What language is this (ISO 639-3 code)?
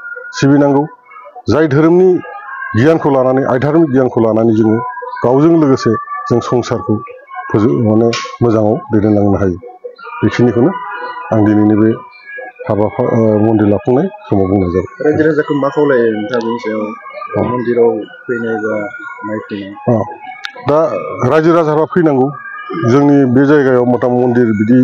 brx